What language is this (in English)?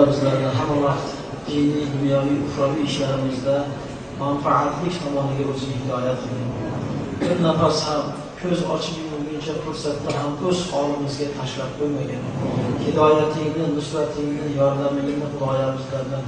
Uzbek